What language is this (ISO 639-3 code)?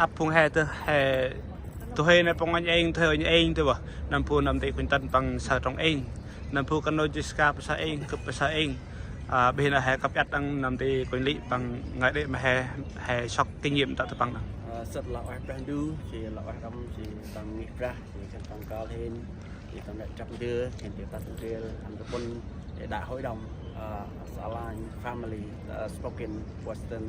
cmo